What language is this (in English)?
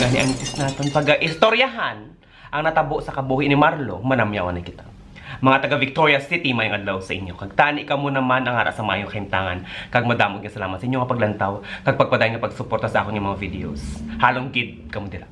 Hiligaynon